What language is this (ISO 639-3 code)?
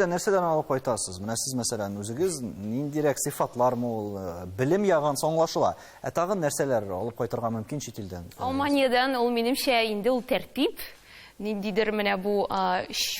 tat